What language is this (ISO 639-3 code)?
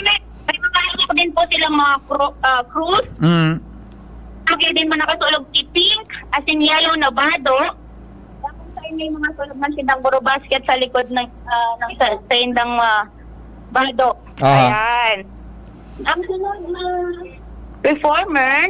bik